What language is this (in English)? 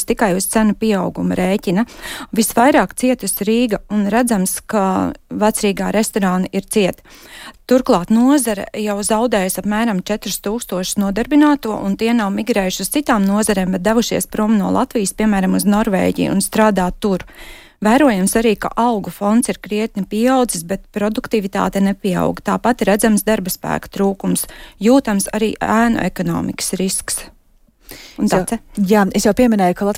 Latvian